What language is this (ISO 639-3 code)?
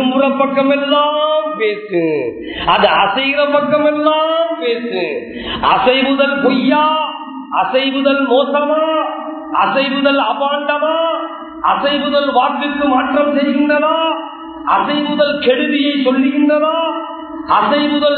tam